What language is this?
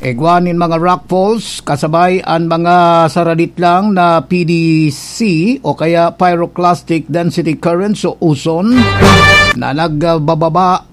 Bikol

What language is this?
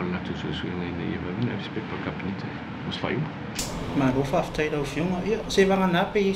Samoan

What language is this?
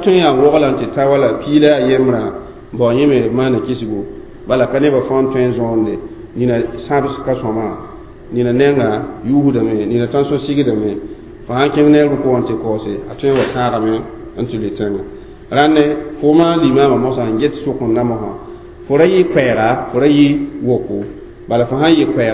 Mossi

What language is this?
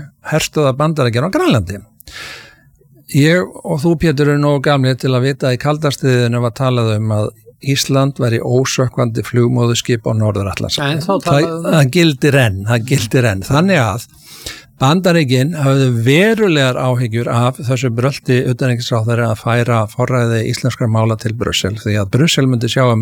Icelandic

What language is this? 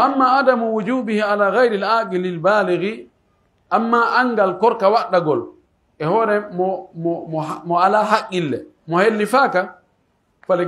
Pular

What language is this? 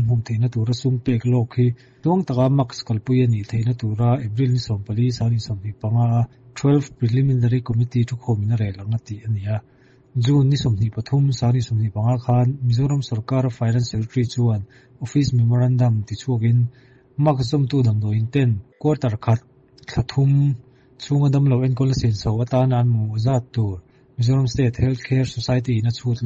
Mizo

